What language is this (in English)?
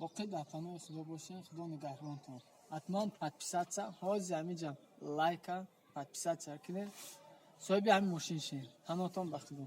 Tajik